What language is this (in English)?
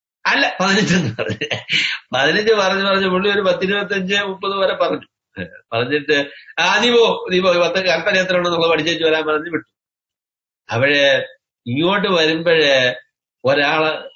Malayalam